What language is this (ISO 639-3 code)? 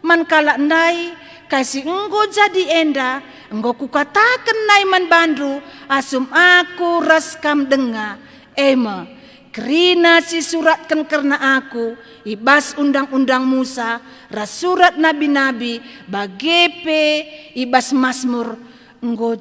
btx